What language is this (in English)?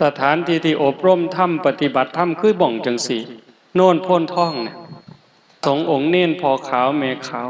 Northeastern Thai